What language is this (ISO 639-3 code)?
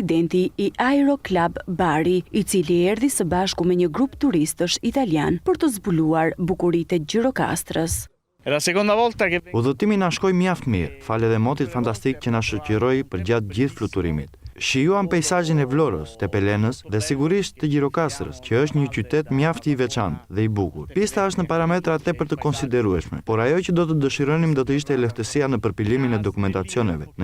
sqi